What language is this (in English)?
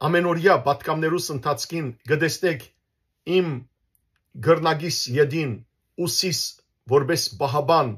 Western Armenian